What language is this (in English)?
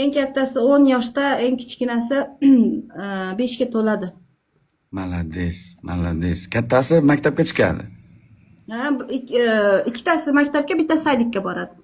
Uzbek